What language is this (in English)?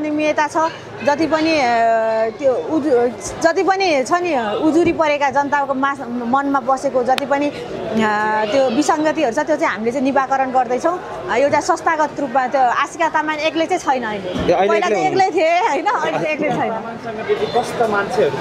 Nepali